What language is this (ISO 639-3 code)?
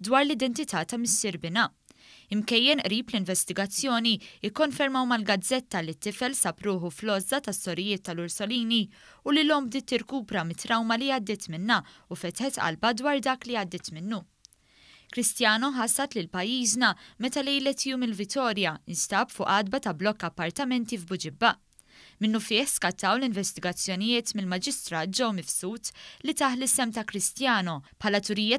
mlt